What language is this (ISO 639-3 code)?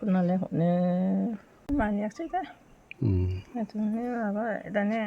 brx